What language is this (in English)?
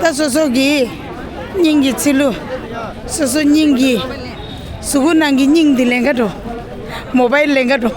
Tibetan